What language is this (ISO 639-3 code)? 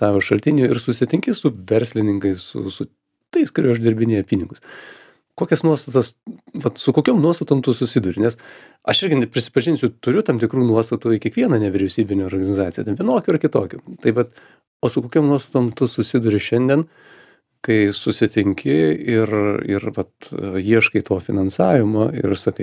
lit